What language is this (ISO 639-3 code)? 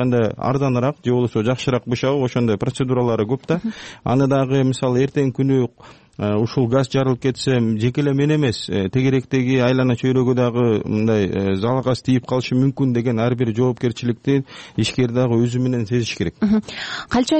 kir